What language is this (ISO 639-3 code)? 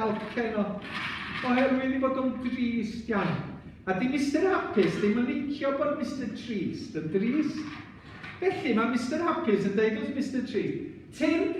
cym